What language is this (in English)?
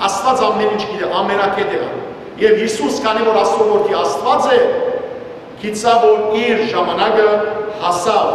Western Armenian